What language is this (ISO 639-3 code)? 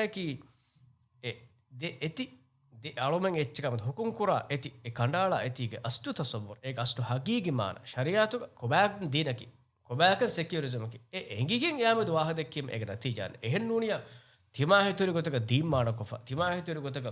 div